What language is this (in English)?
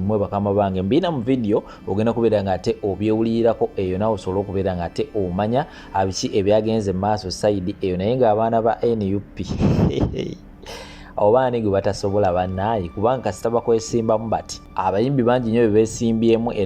Ganda